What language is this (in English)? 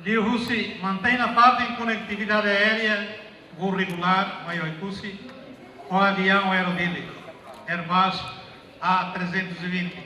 Tetum